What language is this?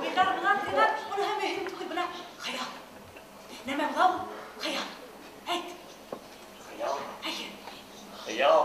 Bashkir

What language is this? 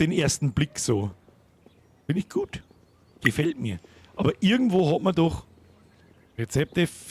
Bavarian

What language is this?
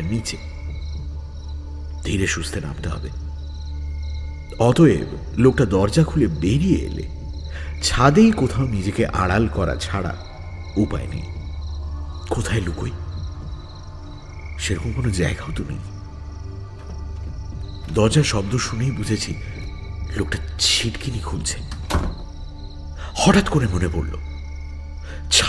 Bangla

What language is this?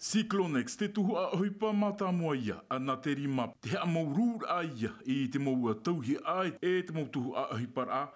Tahitian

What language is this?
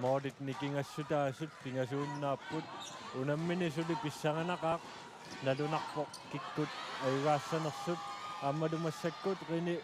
Kalaallisut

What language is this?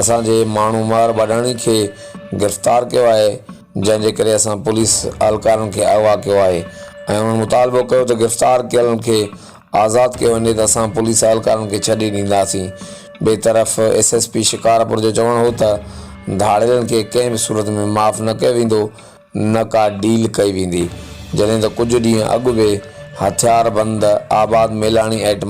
Sindhi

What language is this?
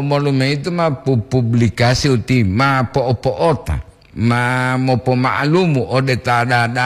Gorontalo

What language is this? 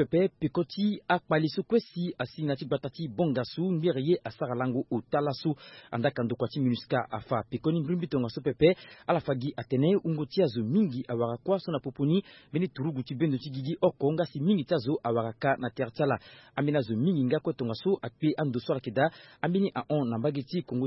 Sango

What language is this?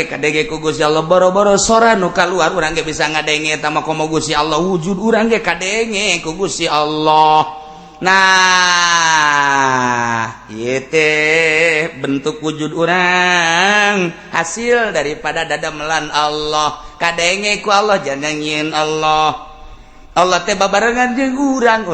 Sundanese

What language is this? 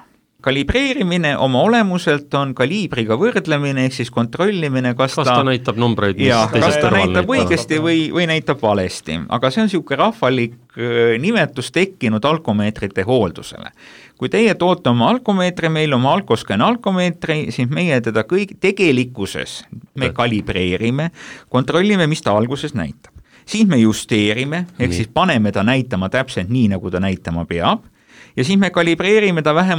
Estonian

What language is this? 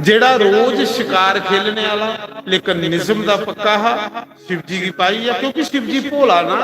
Dogri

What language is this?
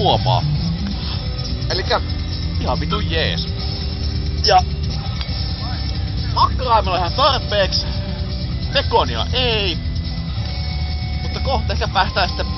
Finnish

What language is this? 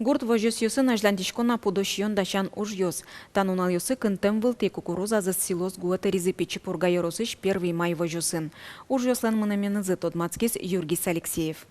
Udmurt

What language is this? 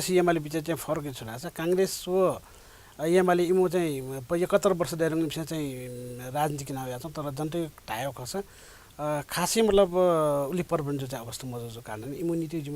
Newari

